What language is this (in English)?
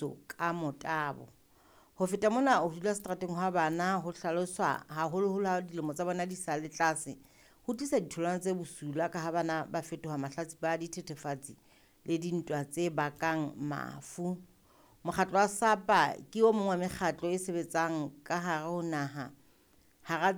Southern Sotho